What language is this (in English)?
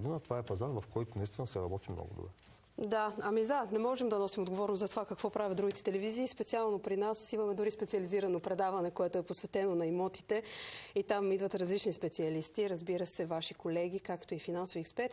Bulgarian